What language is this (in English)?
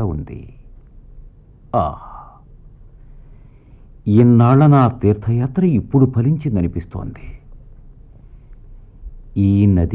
Telugu